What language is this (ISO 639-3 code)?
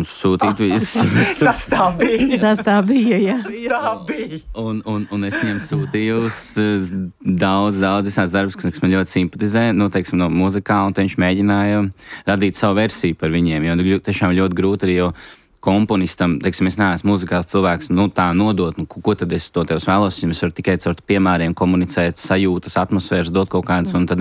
lav